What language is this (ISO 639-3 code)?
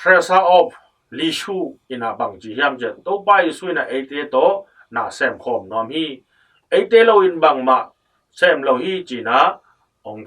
ctd